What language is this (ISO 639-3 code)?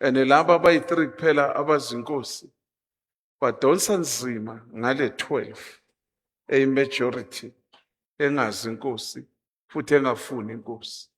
zul